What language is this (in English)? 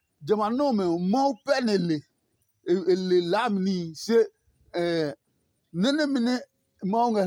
Adangme